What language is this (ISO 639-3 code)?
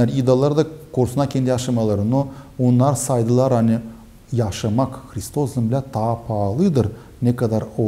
gag